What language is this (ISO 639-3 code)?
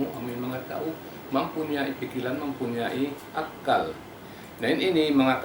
tsg